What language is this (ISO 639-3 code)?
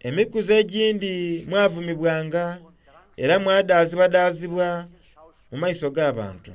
xog